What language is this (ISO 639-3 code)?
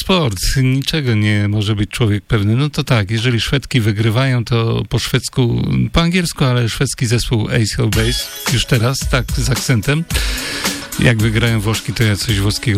pol